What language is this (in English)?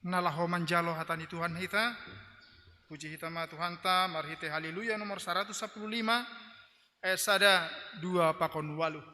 Batak Simalungun